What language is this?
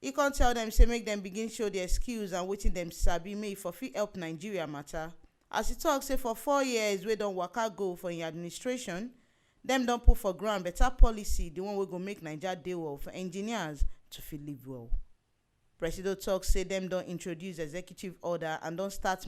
Nigerian Pidgin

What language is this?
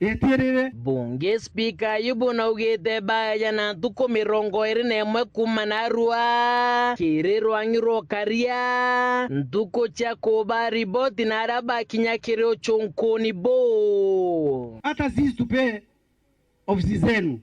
Meru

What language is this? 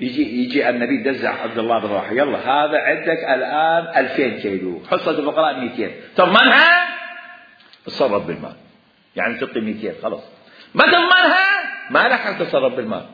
Mesopotamian Arabic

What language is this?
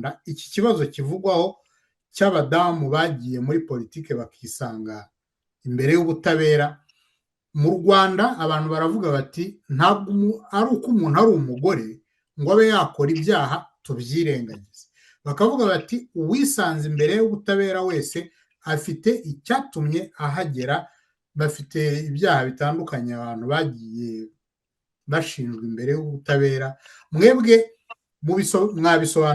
Kinyarwanda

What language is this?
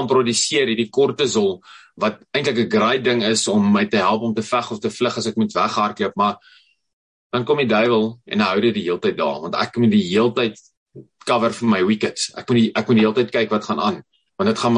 Afrikaans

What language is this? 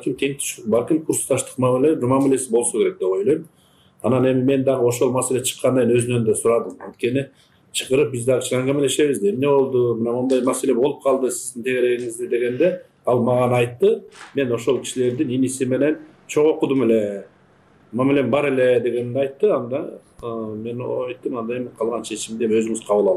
Kyrgyz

